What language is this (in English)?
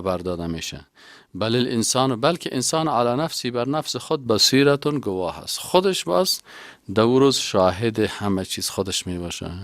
Persian